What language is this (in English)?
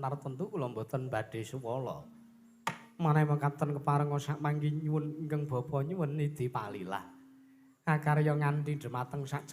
Javanese